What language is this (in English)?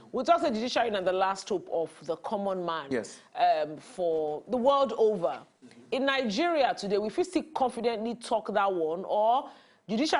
Nigerian Pidgin